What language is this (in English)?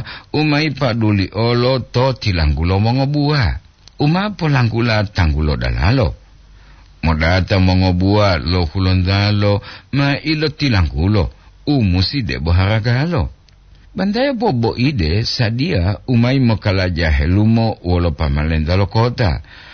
Gorontalo